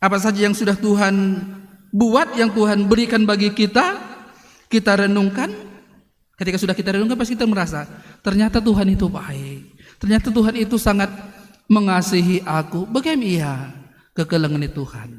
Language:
Batak Karo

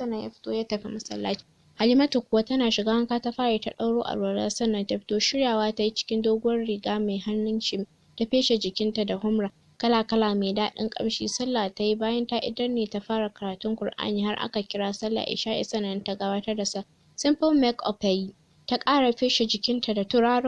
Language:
Hausa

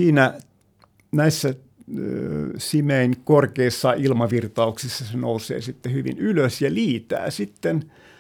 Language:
Finnish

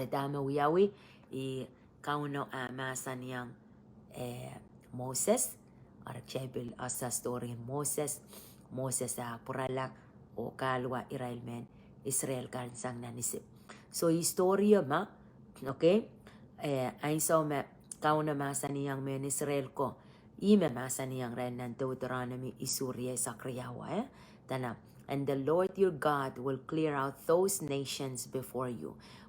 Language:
Pohnpeian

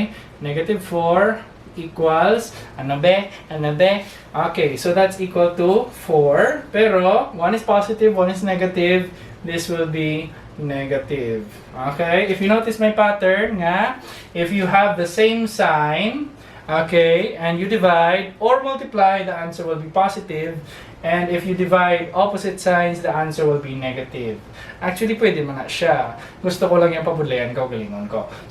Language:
Hiligaynon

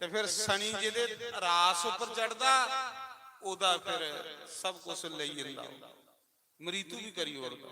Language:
Dogri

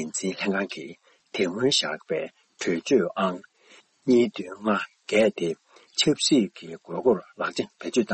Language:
Tibetan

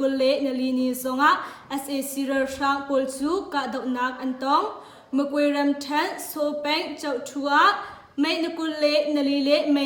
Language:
Hakha Chin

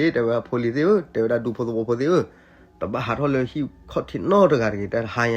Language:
S'gaw Karen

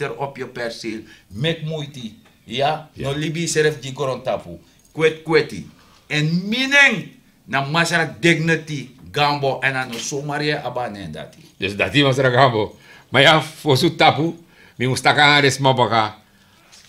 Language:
Sranan Tongo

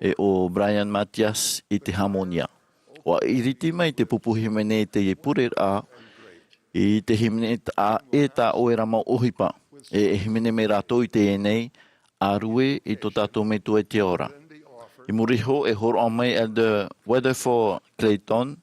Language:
Tahitian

